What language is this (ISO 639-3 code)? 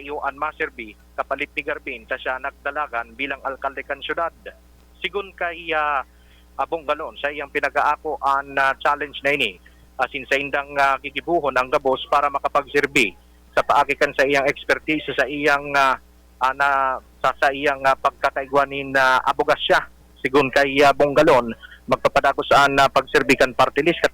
bik